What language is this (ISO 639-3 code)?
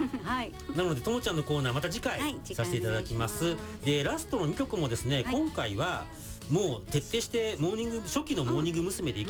jpn